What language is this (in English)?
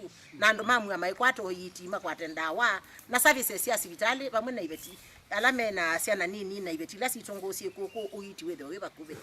Kamba